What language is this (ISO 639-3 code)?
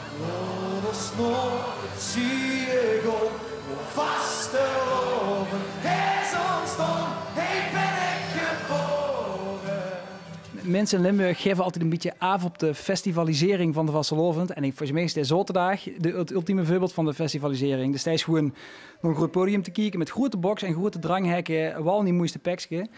lim